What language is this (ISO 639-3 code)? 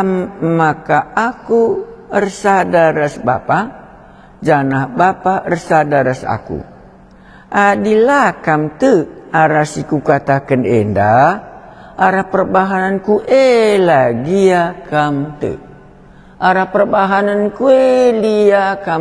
btx